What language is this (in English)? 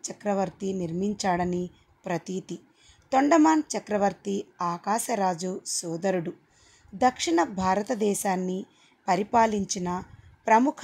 Telugu